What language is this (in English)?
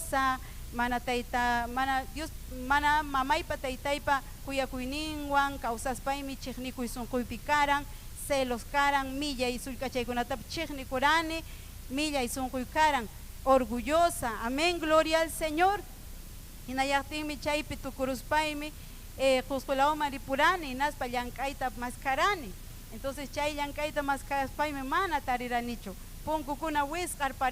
Ayacucho Quechua